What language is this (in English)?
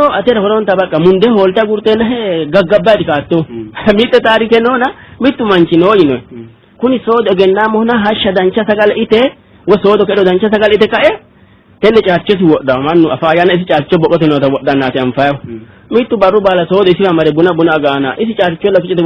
Sidamo